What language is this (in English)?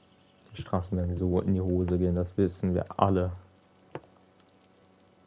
German